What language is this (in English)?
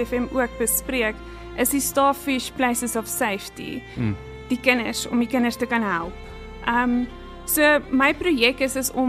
Afrikaans